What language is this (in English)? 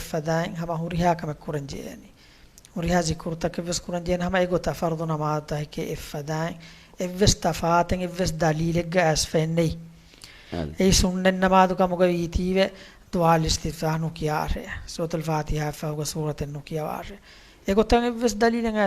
Divehi